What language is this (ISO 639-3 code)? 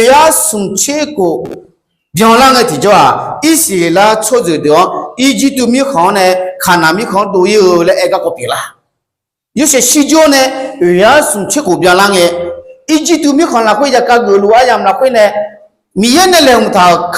ahk